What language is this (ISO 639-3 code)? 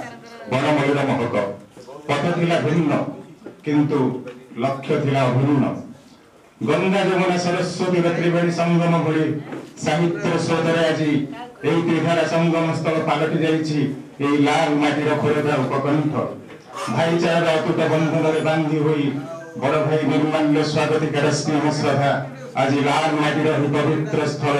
ori